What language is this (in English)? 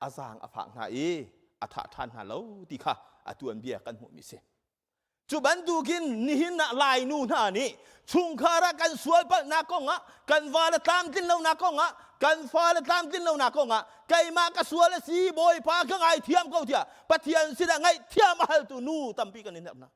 Hakha Chin